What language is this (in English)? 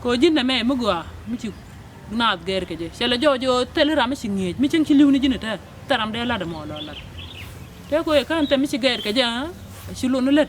Nuer